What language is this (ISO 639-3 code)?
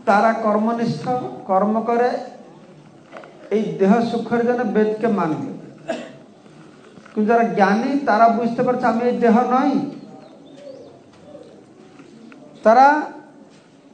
ben